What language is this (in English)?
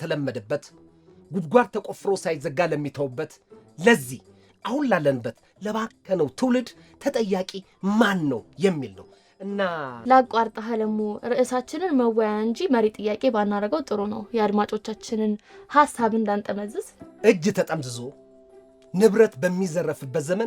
Amharic